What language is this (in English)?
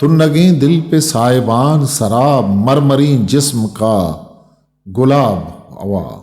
Eastern Balochi